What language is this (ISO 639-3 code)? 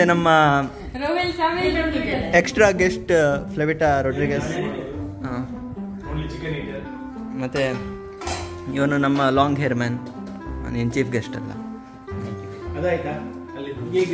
kan